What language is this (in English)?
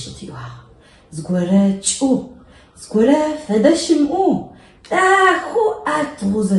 Adyghe